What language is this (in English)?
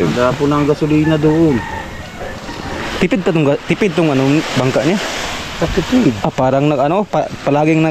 Filipino